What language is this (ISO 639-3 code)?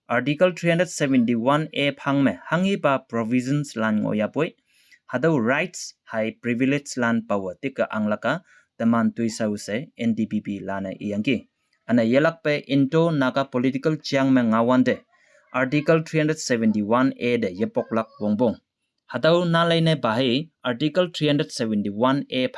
nbe